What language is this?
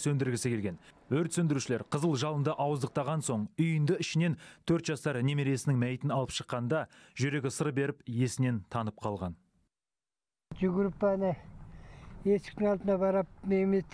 Kazakh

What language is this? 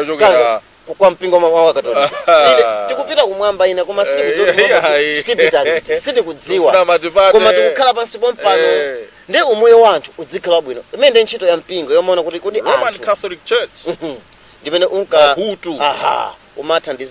Nyanja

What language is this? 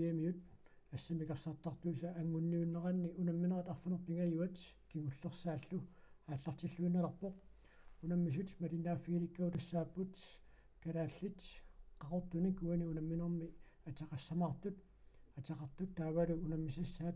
Kalaallisut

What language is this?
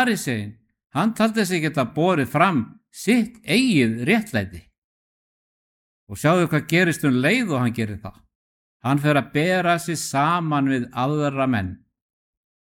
Icelandic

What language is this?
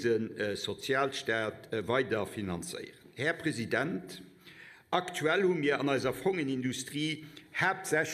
Luxembourgish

